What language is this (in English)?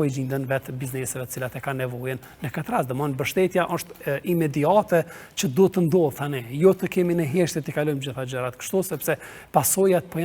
Albanian